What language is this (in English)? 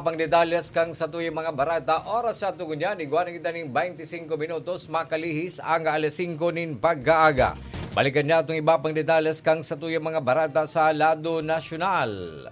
Bikol